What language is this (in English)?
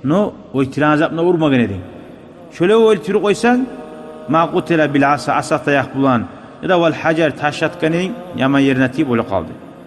Kumyk